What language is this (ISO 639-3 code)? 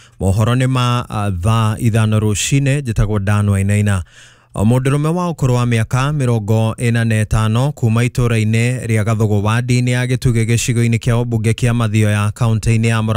kik